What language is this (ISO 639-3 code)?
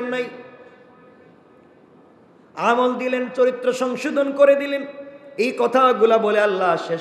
ben